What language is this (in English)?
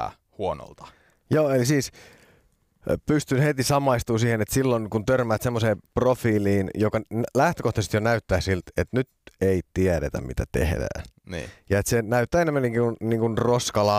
Finnish